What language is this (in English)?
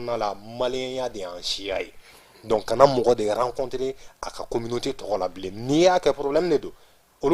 Bambara